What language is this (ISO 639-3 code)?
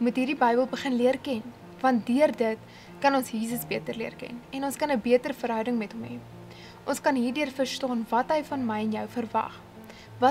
afr